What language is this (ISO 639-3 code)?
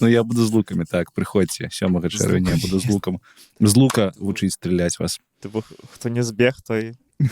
bel